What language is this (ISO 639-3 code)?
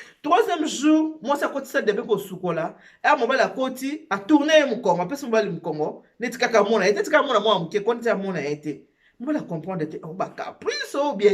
lin